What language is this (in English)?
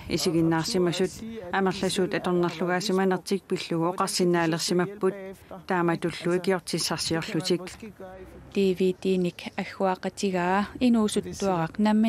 Kalaallisut